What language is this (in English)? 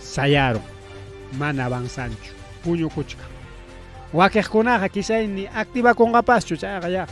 Ayacucho Quechua